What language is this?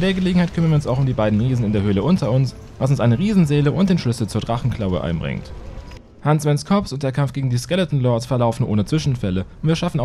German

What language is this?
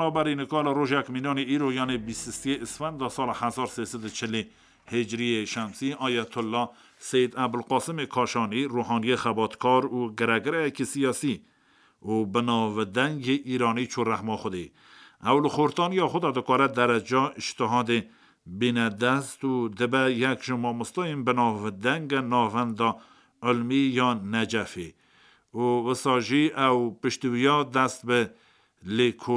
Kurdish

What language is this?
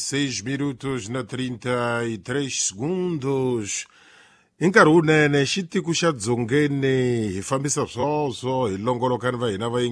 Tsonga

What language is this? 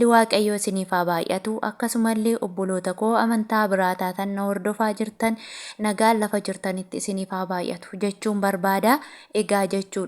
Oromo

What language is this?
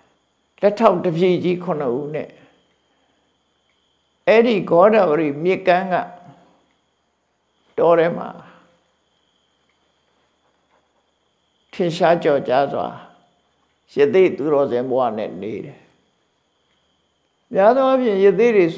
Burmese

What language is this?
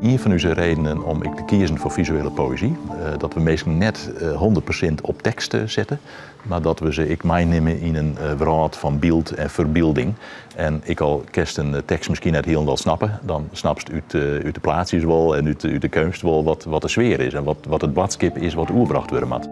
Western Frisian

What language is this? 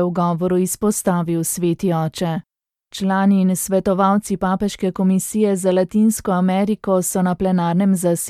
Slovenian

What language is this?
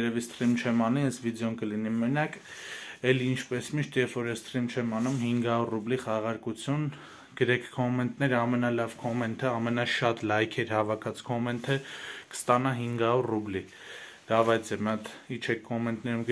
Armenian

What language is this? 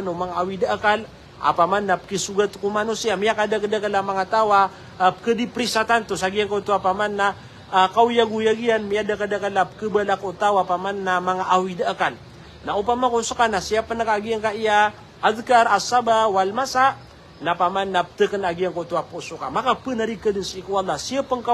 Maranao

